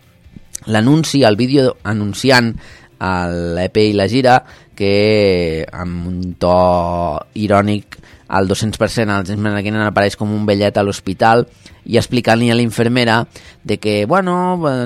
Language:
Catalan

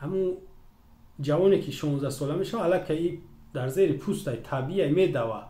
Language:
Tajik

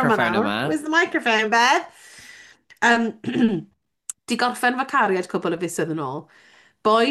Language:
Welsh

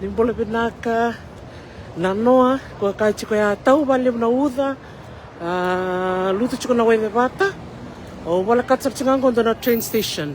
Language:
Fijian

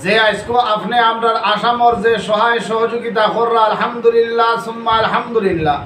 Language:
Sylheti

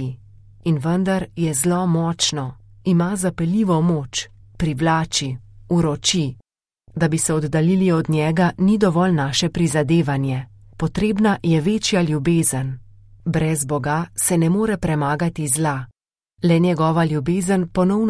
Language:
Slovenian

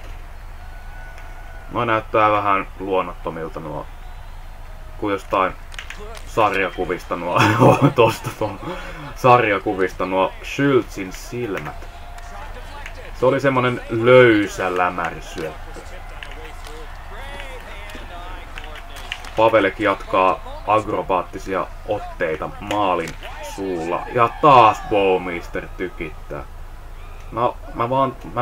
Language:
Finnish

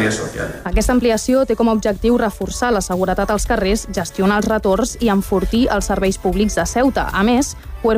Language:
Catalan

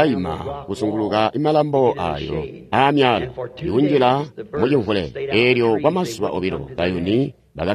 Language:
Tonga (Zambia)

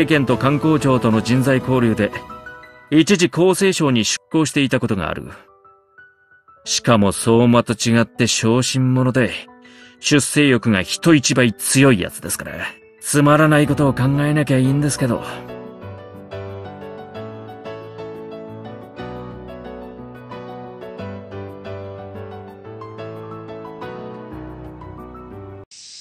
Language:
Japanese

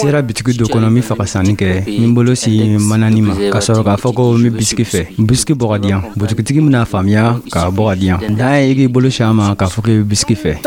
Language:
Dyula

